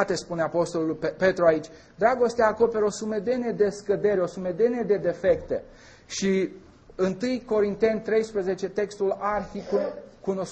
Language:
Romanian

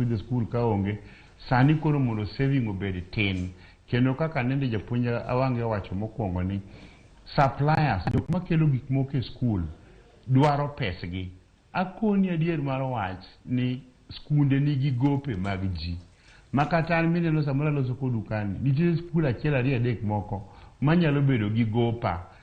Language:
Luo (Kenya and Tanzania)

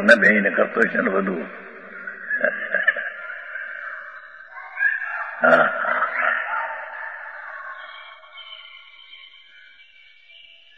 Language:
Gujarati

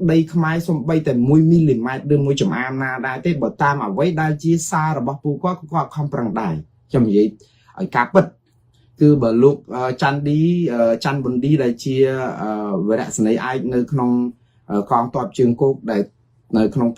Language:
Khmer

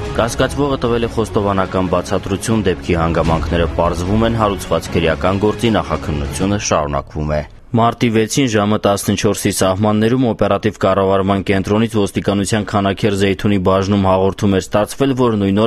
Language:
Armenian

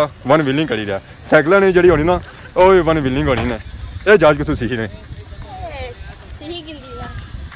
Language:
Pahari-Potwari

